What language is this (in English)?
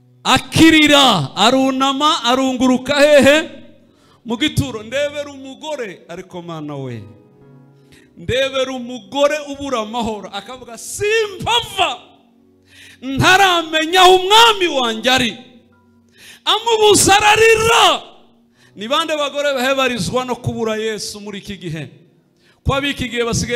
Kinyarwanda